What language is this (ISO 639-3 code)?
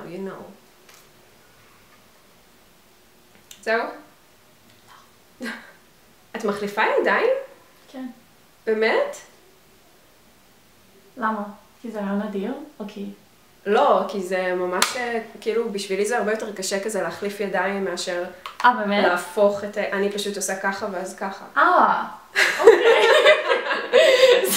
heb